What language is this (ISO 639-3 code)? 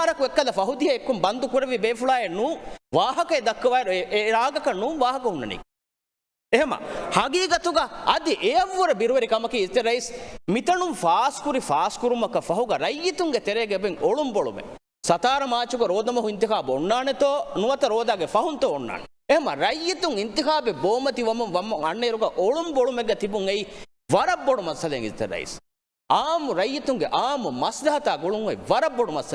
div